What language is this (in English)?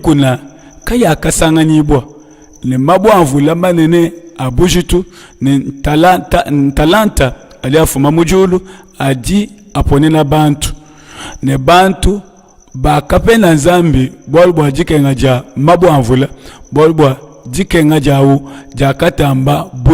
Luba-Lulua